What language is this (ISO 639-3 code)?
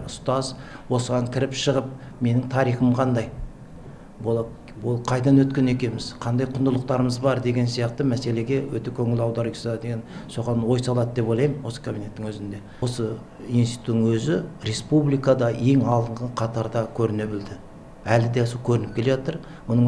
kaz